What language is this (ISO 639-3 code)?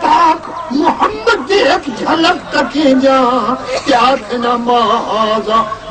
skr